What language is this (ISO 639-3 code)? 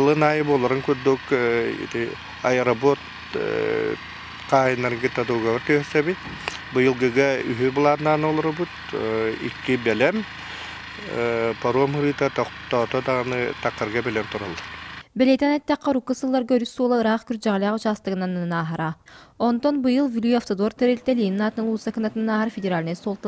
sah